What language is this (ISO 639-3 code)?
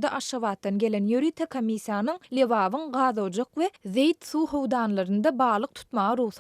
tuk